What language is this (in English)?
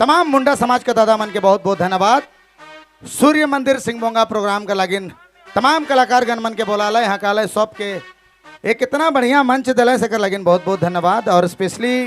Sadri